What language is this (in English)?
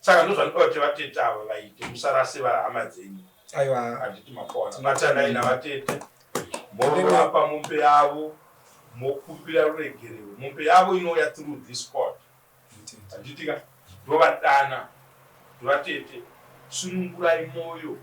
Shona